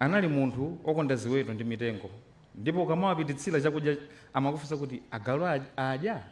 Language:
Nyanja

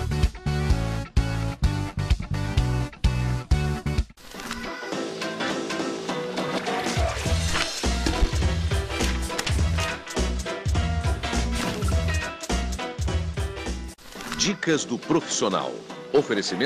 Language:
Portuguese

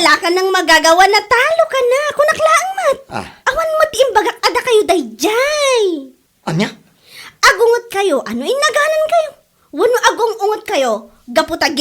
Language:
Iloko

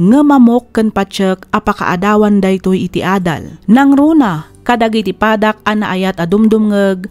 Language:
Iloko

